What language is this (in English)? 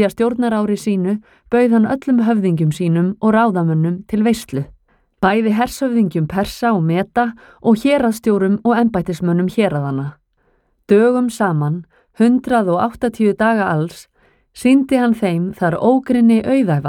Icelandic